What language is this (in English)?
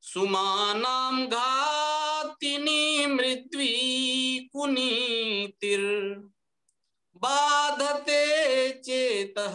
Sanskrit